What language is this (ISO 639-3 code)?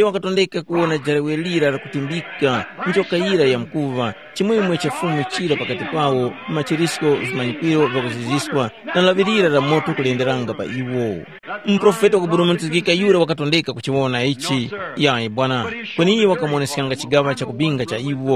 tum